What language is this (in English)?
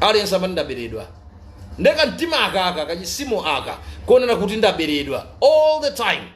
Nyanja